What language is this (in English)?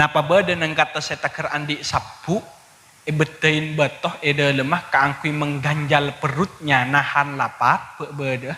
Madurese